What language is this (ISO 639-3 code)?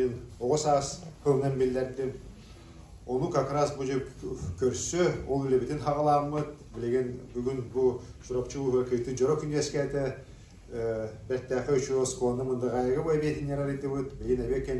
sah